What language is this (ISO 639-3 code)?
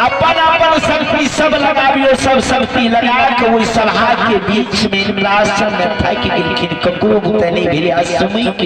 mai